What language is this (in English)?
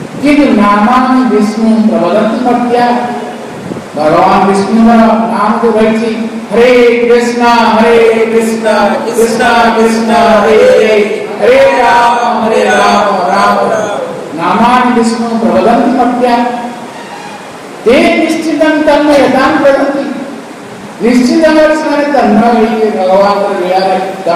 Odia